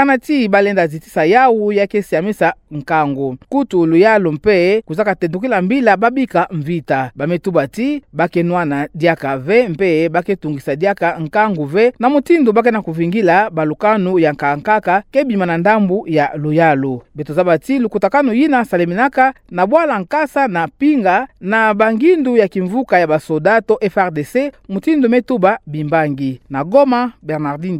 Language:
Kituba (Democratic Republic of Congo)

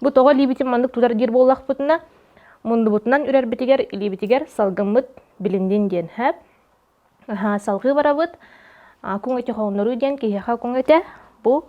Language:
Yakut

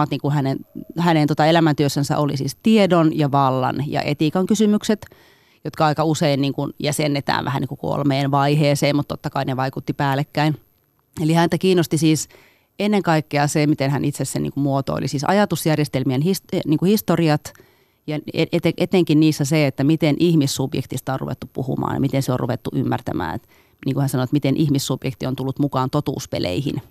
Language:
Finnish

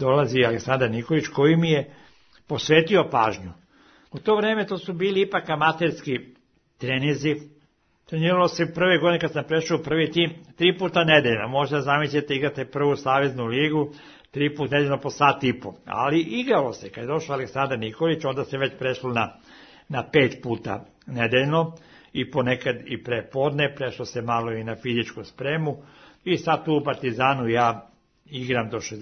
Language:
Serbian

